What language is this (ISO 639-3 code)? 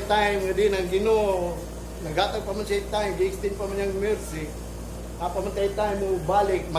ceb